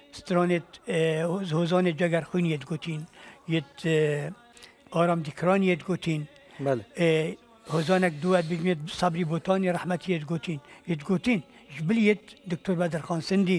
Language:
Kurdish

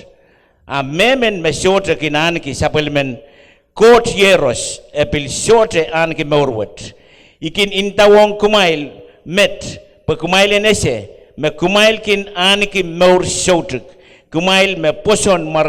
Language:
Pohnpeian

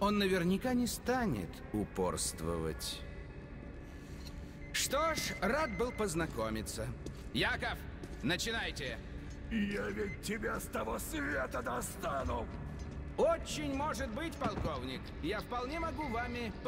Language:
Russian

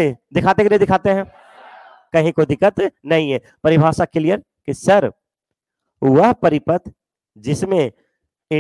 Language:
Hindi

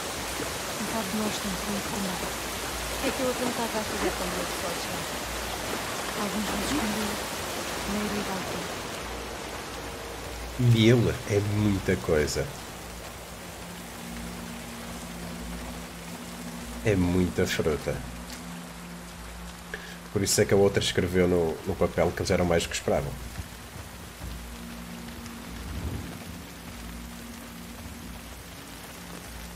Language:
Portuguese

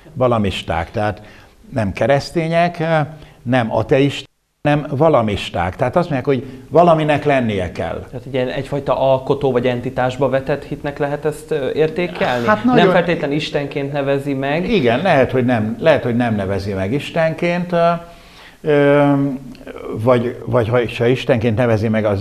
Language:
Hungarian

